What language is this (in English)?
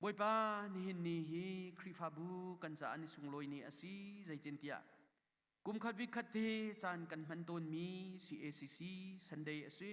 Hakha Chin